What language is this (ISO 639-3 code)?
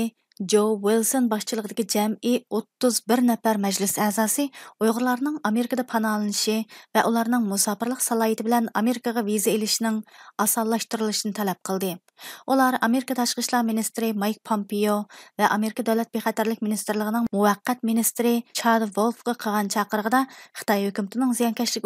uig